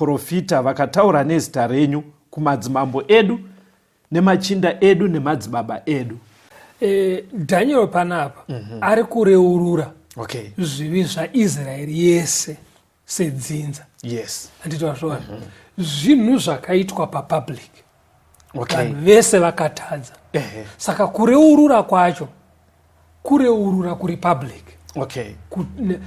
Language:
Shona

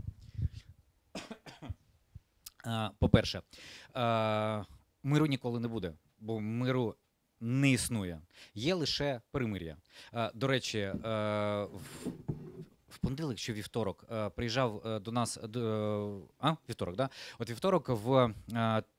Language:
Ukrainian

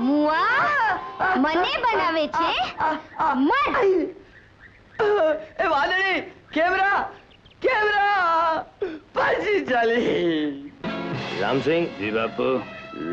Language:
Gujarati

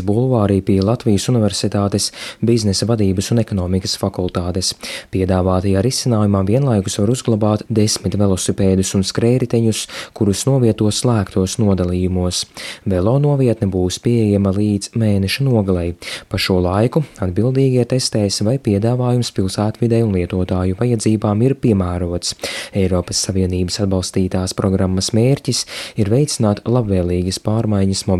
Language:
Latvian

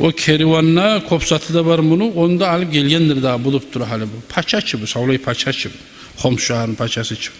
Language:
Kumyk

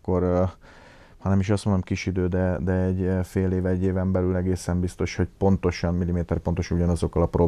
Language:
Hungarian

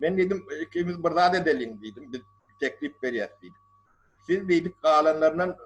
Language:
Turkmen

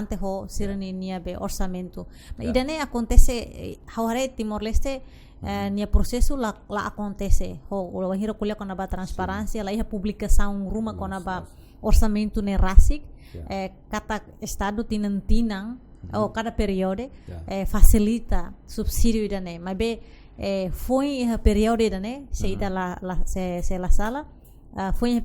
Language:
Tetum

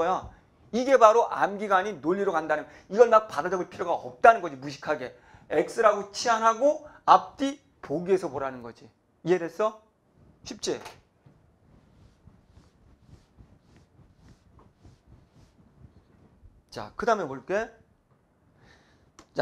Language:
Korean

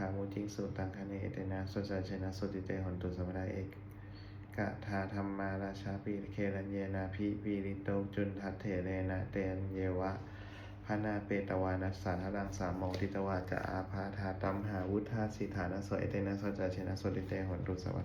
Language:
Pali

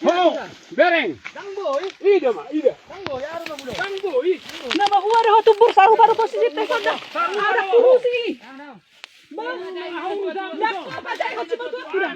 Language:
Batak Toba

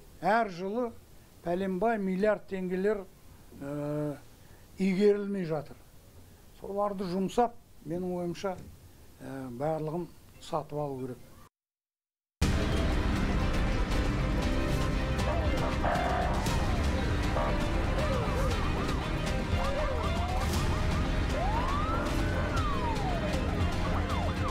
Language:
Kazakh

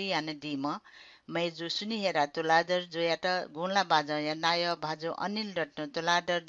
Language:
Newari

